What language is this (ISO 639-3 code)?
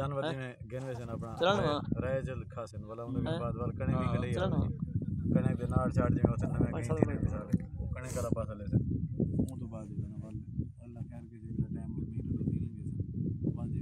skr